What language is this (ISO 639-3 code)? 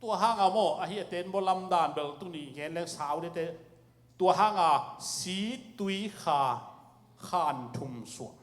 ctd